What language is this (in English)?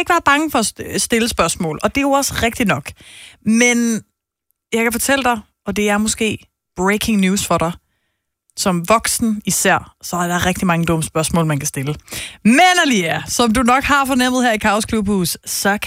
Danish